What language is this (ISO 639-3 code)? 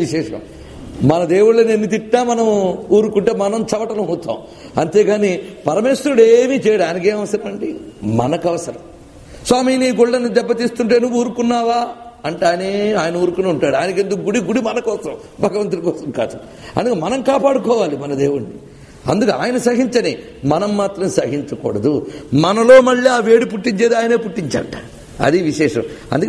tel